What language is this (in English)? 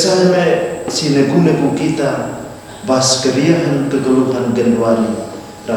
Batak Karo